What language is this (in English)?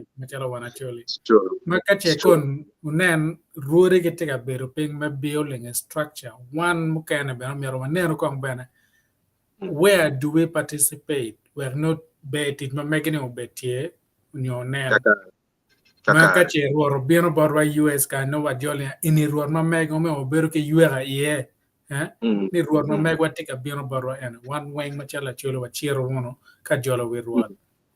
Acoli